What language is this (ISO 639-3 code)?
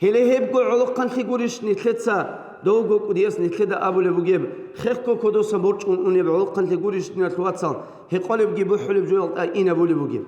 ava